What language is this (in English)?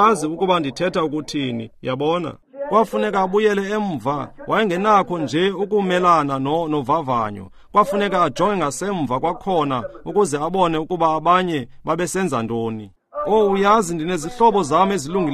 Xhosa